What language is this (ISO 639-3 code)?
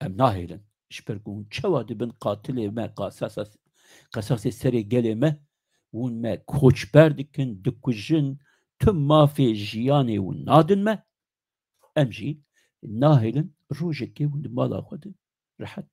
kur